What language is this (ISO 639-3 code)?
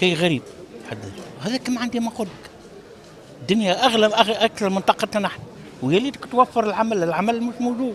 aeb